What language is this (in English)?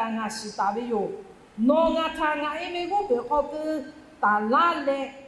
Lahu